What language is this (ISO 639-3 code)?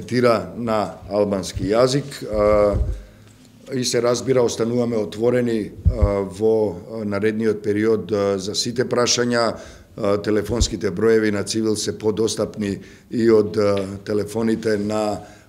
mkd